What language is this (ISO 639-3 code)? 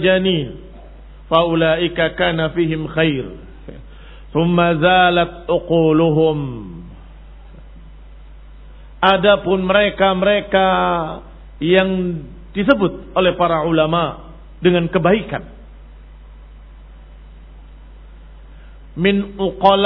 ind